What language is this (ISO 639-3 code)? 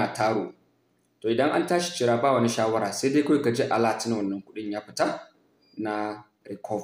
hau